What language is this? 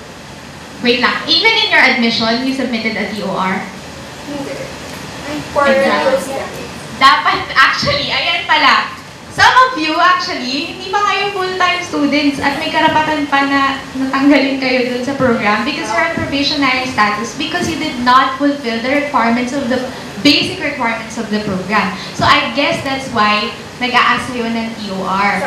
Filipino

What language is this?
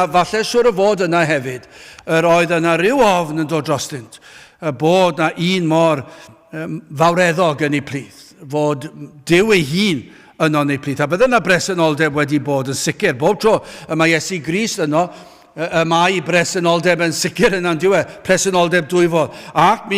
Welsh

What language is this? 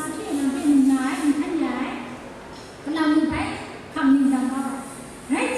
Kachin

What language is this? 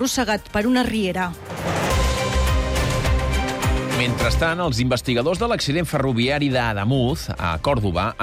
Catalan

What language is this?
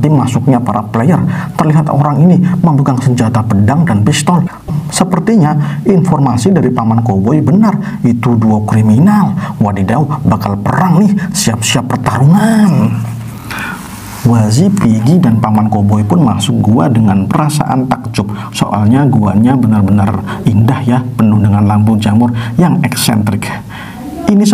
Indonesian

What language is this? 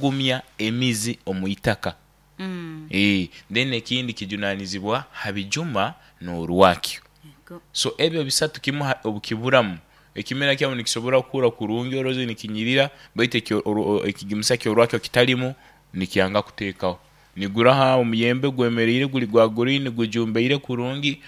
Nyoro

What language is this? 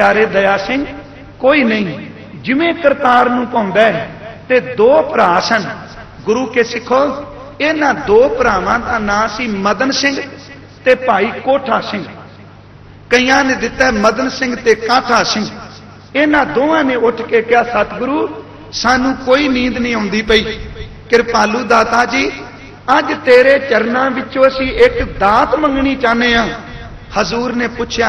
Punjabi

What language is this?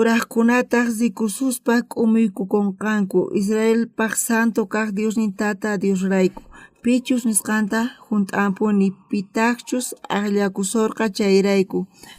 South Bolivian Quechua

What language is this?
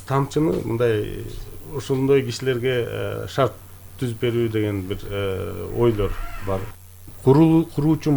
Kyrgyz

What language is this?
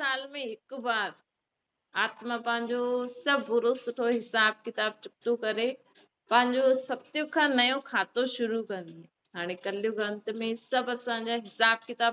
Sindhi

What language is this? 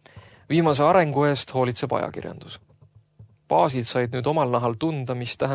Estonian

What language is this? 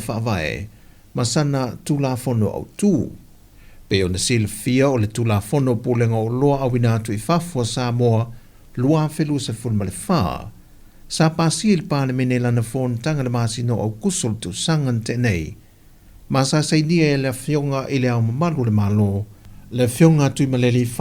Samoan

